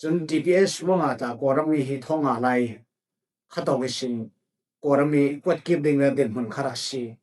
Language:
Falam Chin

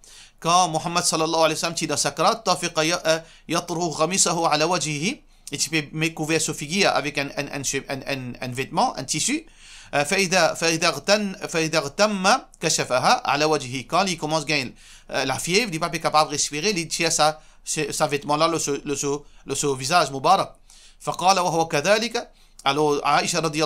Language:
Morisyen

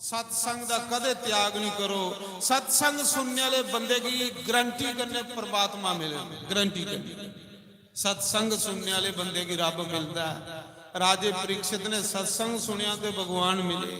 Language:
Dogri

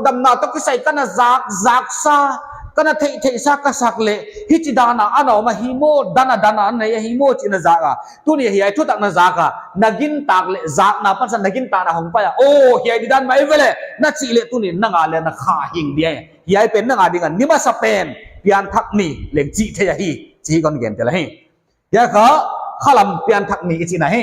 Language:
Paite Chin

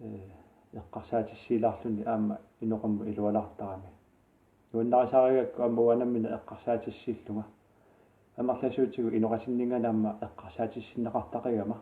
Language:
Kalaallisut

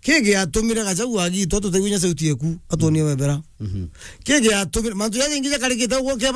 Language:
Meru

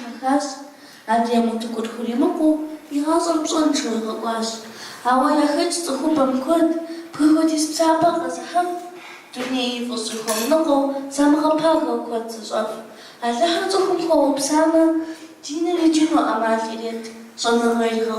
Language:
Kabardian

